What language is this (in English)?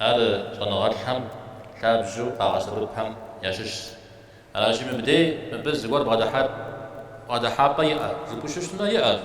Kabardian